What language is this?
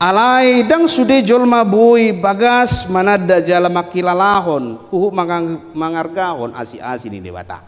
Batak Toba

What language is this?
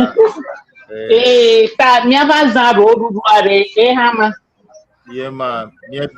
Ewe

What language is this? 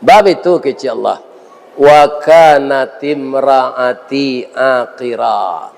Minangkabau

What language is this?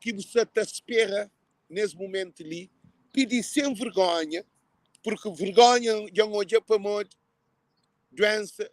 Kabuverdianu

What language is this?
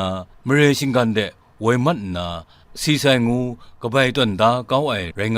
Kachin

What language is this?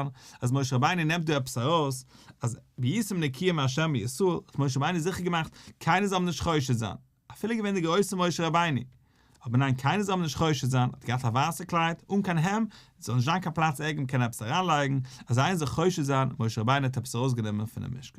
Yiddish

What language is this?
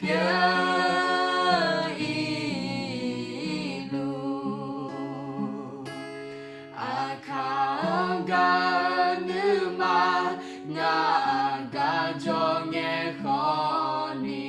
Akha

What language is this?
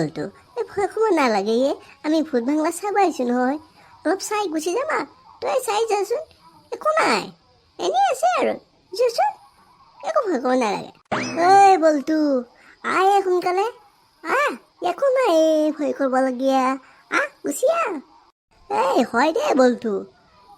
Assamese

